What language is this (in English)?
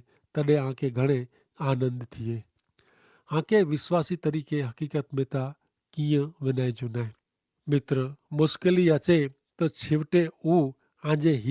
Kachhi